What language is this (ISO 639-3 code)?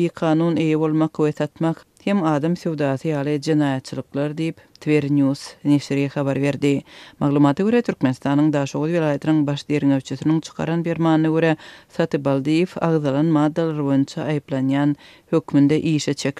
tuk